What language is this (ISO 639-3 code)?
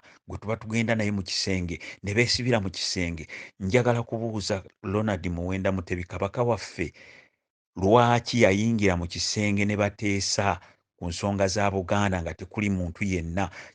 lug